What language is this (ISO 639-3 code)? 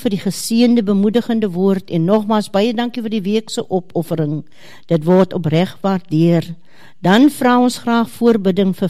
afr